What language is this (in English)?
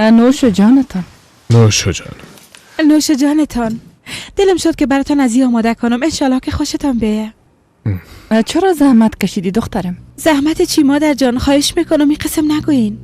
Persian